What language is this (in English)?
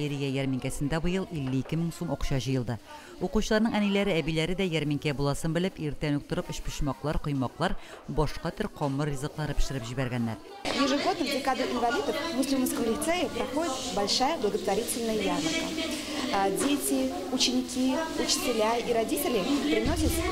Tatar